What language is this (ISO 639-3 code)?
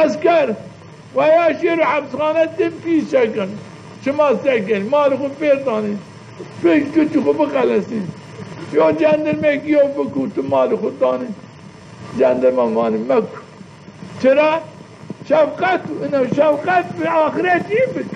zza